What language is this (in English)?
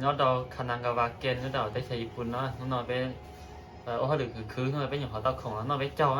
Hmong